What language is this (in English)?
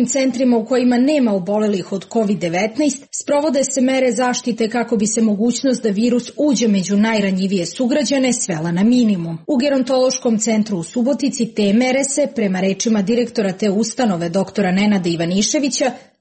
Serbian